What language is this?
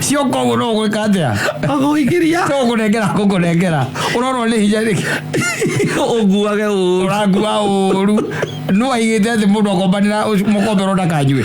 Kikuyu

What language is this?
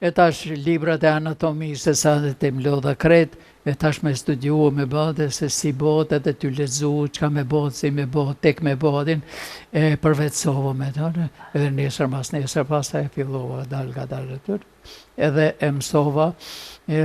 Albanian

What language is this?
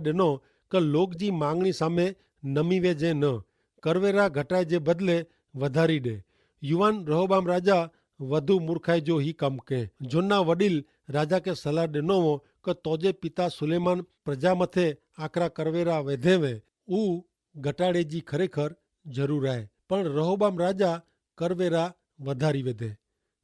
Kachhi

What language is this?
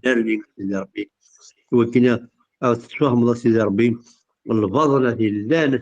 Kabyle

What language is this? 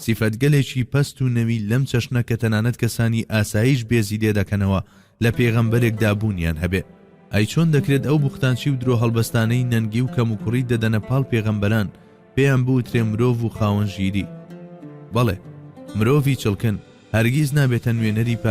Central Kurdish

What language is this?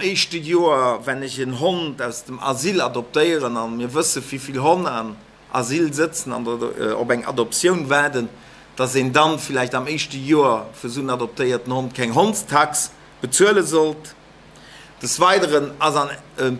Luxembourgish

